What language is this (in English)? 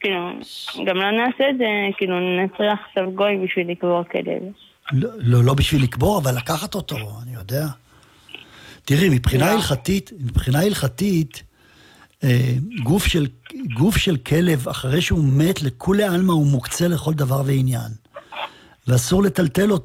Hebrew